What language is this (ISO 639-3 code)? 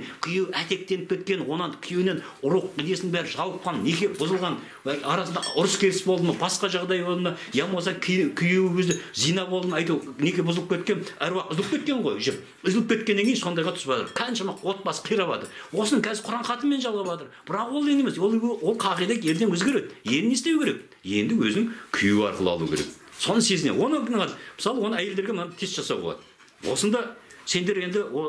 kaz